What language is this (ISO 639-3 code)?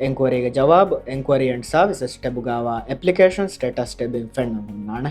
div